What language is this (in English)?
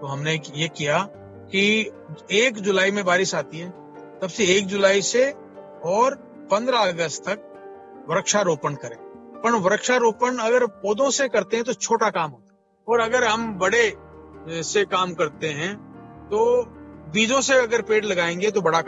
Hindi